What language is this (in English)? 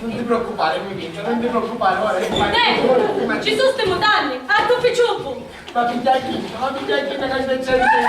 Sicilian